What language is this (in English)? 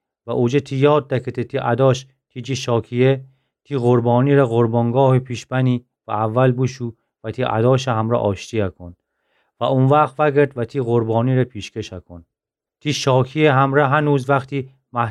Gilaki